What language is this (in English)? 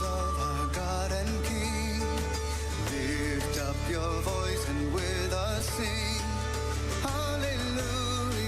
Gilbertese